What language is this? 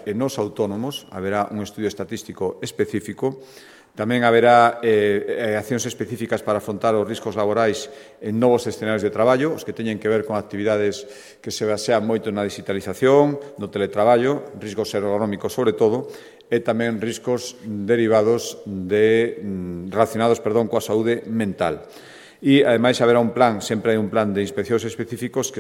Galician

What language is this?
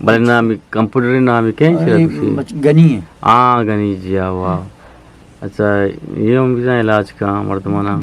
Eastern Balochi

